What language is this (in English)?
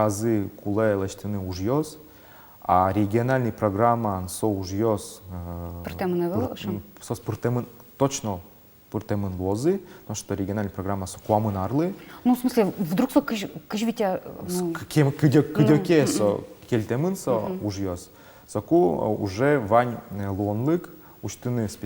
Udmurt